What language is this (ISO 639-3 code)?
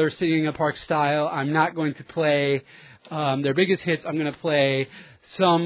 eng